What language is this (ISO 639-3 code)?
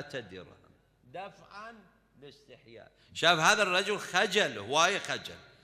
acm